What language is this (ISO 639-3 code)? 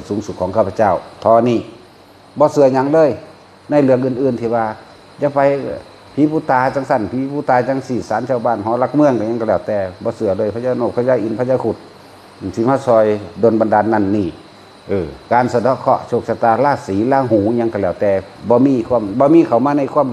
tts